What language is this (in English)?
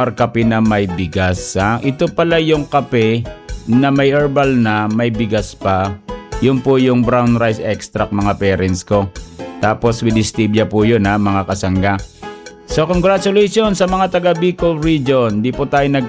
Filipino